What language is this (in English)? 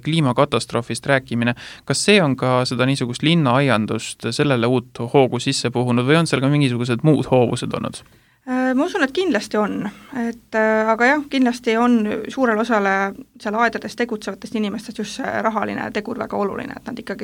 Estonian